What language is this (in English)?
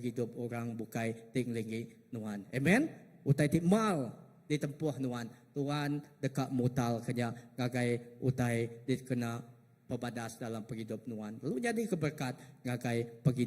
Iban